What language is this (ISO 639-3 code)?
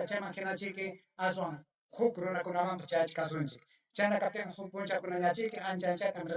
quy